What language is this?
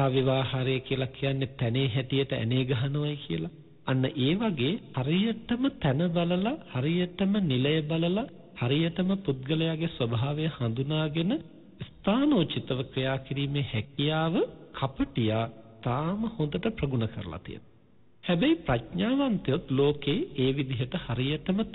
Sinhala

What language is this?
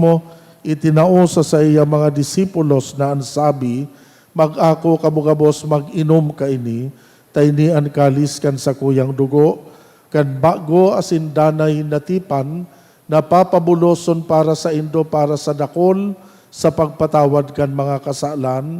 Bikol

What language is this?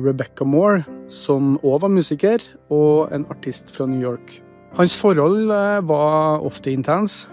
Norwegian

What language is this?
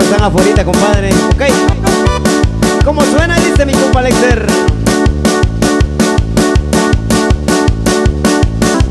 Spanish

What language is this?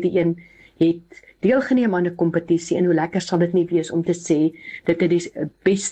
Afrikaans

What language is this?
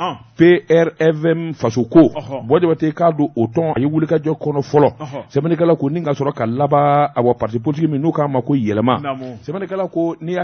Bambara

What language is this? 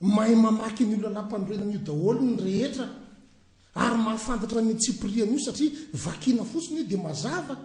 Malagasy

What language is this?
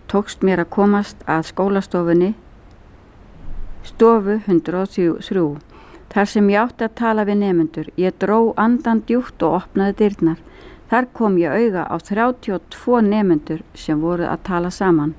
Icelandic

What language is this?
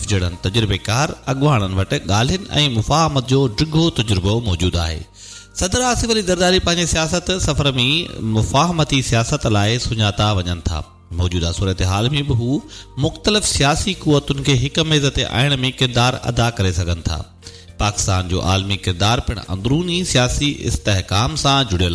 Sindhi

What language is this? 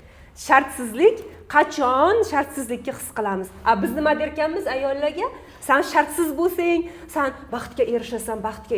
Uzbek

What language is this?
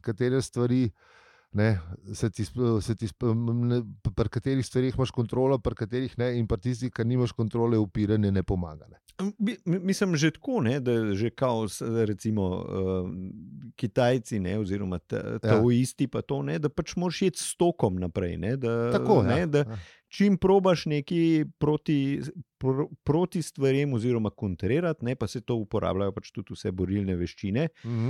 Slovenian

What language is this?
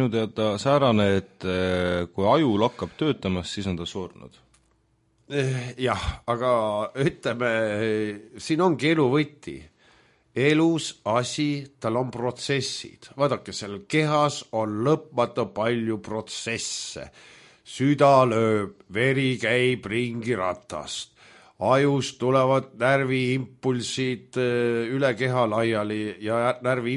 Estonian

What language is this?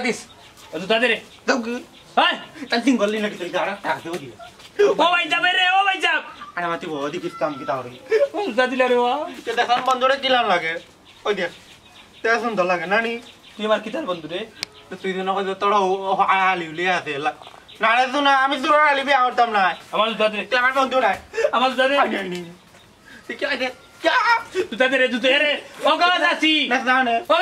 Sylheti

